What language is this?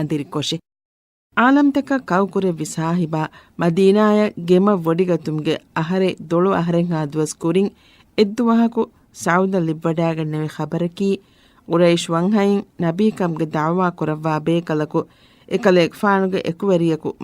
Divehi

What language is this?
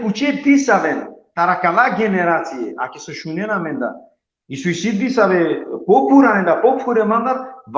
Balkan Romani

